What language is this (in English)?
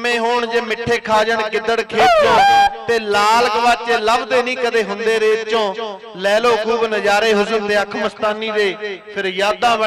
Punjabi